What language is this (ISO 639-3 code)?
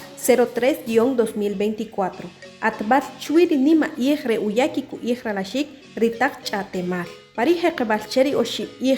acr